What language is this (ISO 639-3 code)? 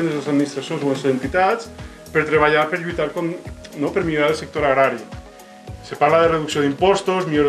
cat